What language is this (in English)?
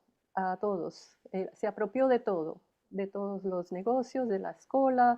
Ladino